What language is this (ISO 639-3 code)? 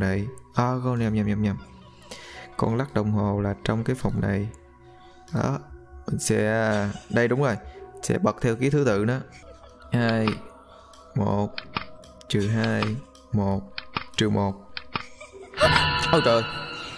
vie